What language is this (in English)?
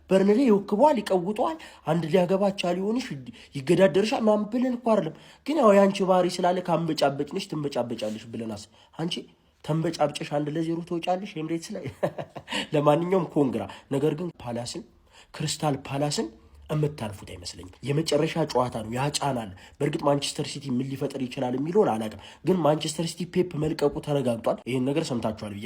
Amharic